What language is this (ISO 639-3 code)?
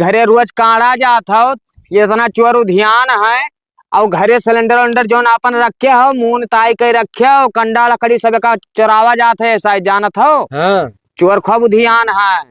awa